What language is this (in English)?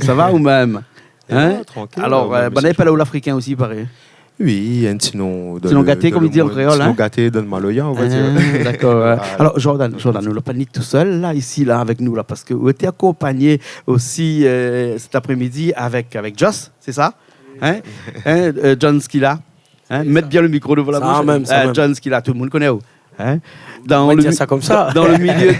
Réunion Creole French